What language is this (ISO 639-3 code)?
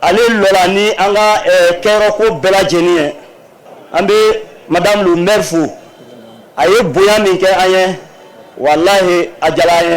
bam